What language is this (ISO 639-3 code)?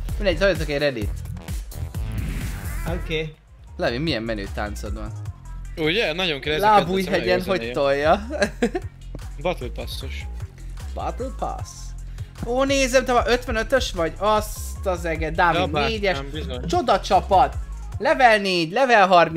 hun